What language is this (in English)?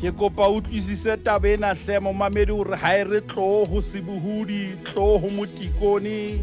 Southern Sotho